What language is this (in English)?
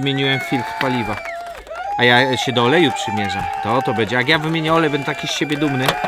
Polish